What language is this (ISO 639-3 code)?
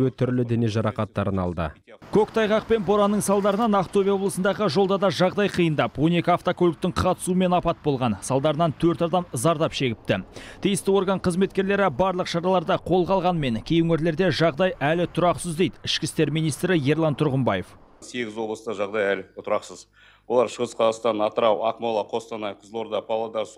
kaz